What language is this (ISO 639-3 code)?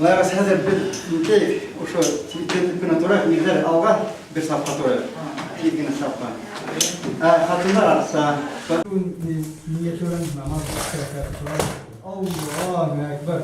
bak